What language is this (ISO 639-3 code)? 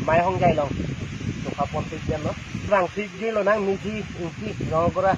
mjw